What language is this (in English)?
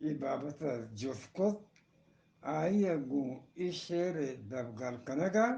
Eastern Balochi